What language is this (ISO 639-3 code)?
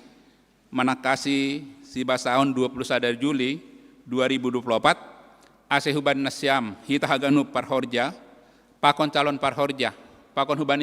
bts